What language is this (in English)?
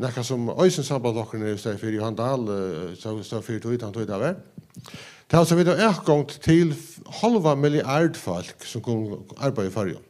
Faroese